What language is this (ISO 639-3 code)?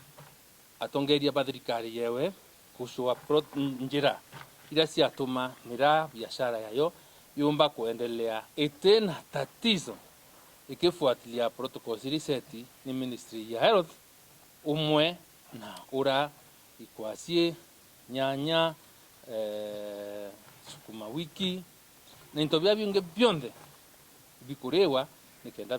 mer